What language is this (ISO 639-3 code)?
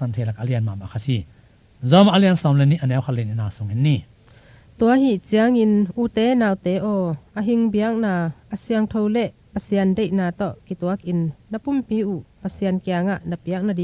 ctd